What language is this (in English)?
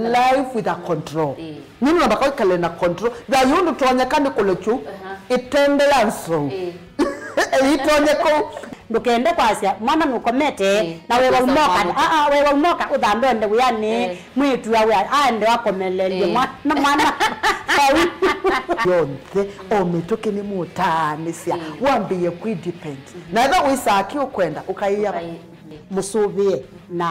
Kamba